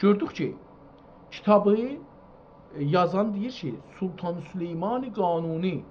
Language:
South Azerbaijani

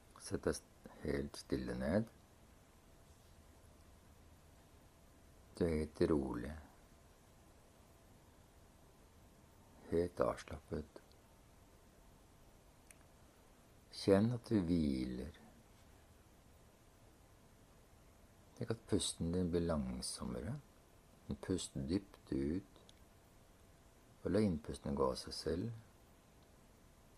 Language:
Norwegian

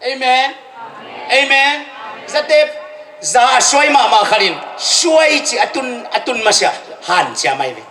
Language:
Tedim Chin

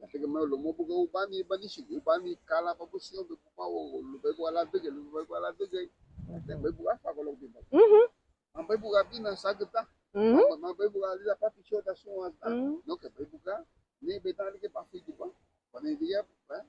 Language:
Garifuna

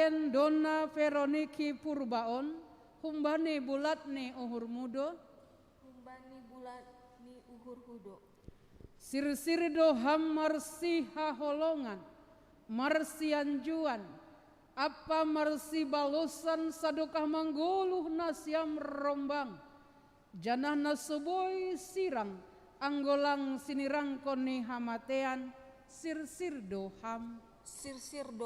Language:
Batak Simalungun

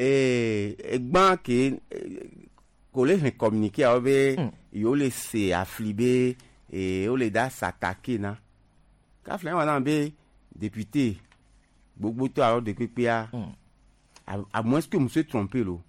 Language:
Gen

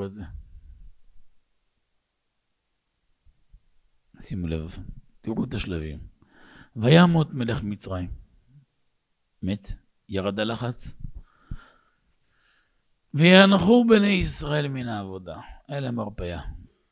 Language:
Hebrew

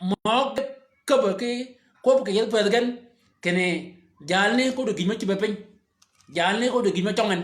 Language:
Shilluk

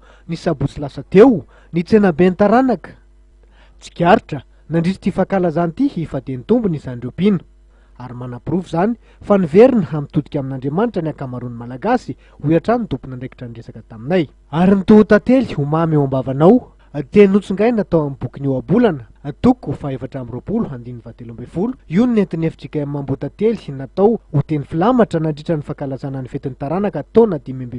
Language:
Malagasy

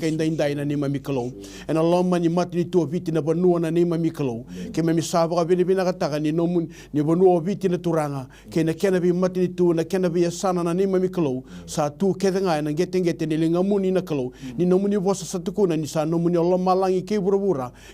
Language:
Fijian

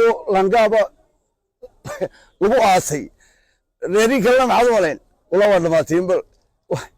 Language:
Somali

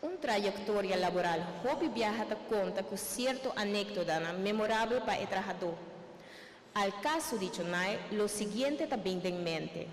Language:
Papiamento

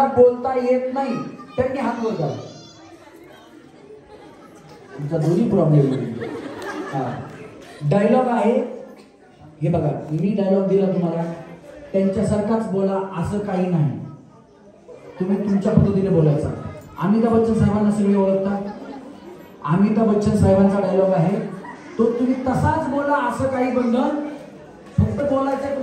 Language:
Marathi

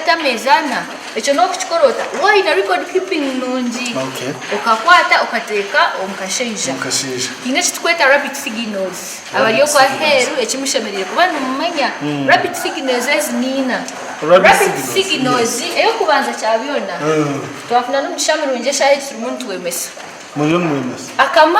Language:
Nyankole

